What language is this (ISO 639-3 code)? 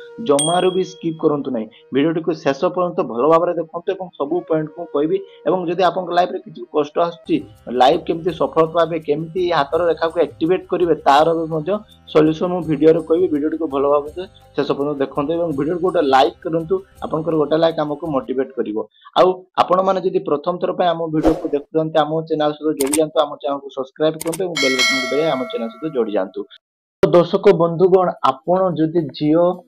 ori